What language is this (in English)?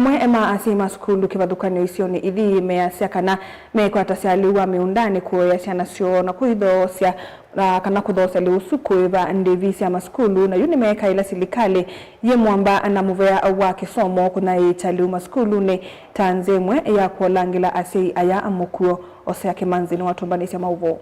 Kamba